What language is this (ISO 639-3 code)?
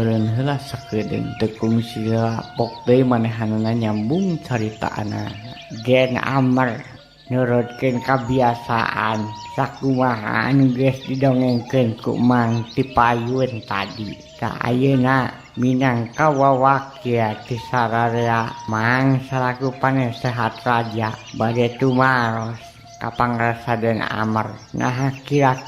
sun